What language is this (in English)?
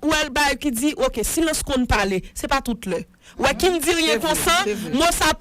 Haitian Creole